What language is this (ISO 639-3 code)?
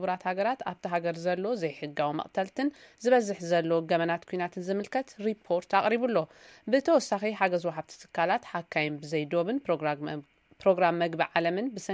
tir